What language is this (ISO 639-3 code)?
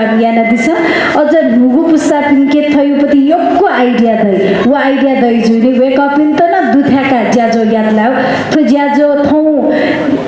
new